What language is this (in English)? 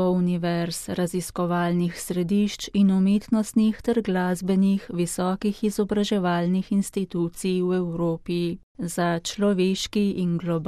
Slovenian